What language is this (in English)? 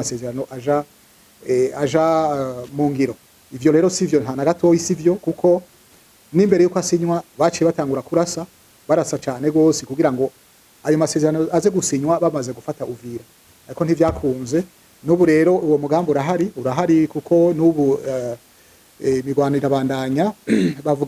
Rundi